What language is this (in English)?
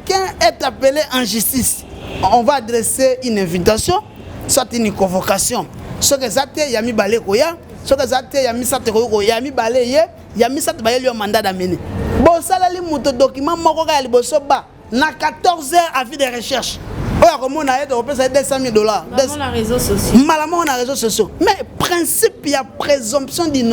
Lingala